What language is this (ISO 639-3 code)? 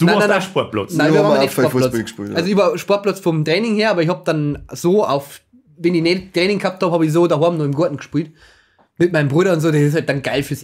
bar